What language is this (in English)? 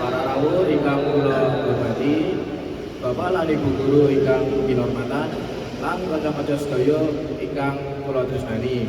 Javanese